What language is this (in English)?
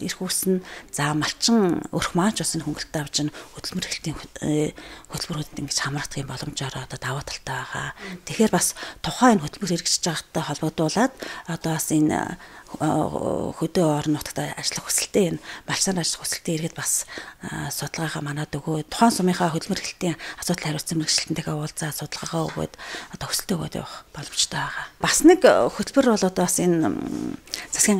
Mongolian